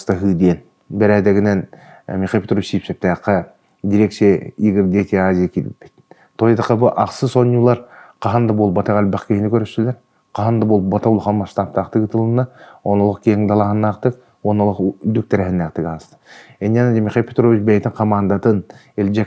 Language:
Yakut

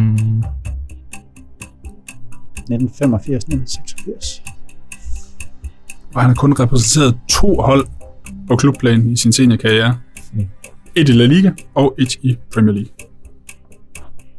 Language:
Danish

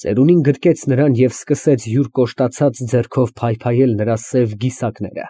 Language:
Armenian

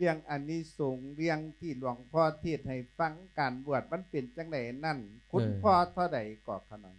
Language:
Lao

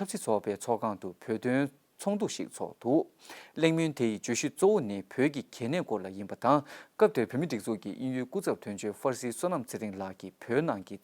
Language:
Tibetan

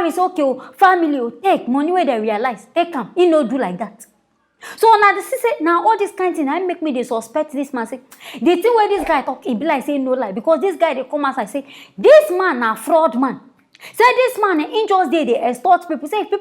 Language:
Nigerian Pidgin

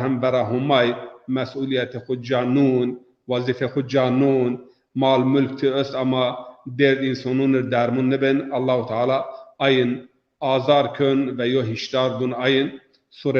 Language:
Zaza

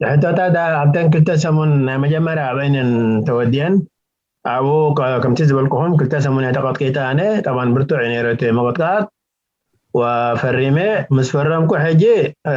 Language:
Tigrinya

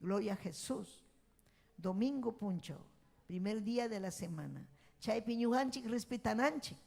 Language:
Ayacucho Quechua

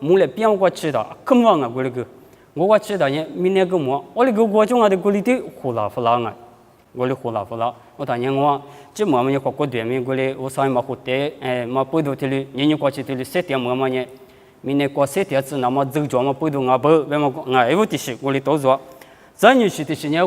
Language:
Lisu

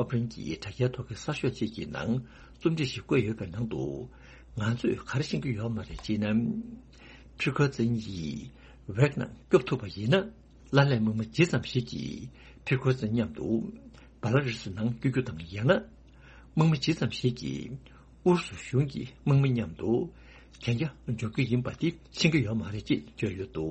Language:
Tibetan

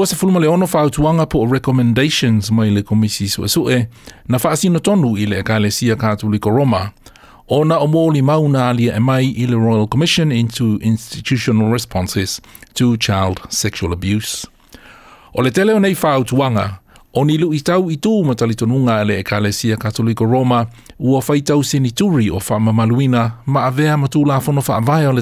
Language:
Samoan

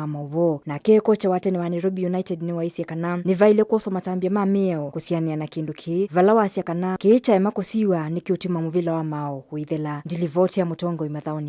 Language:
Kamba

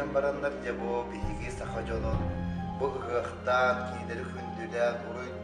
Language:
Yakut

